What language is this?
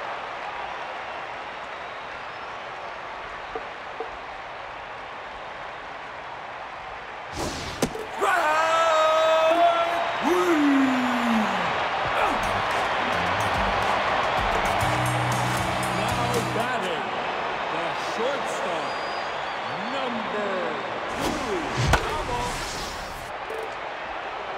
English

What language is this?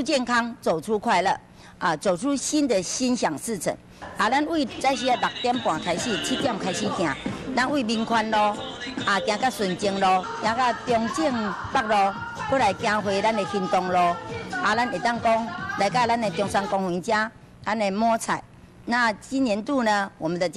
Min Nan Chinese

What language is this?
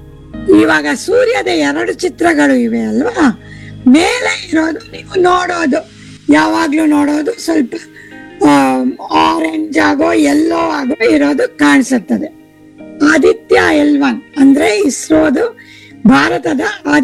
Kannada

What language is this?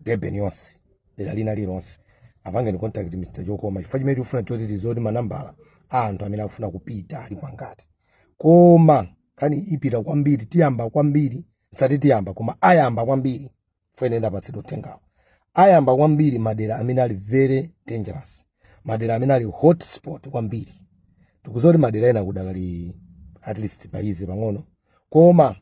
Nyanja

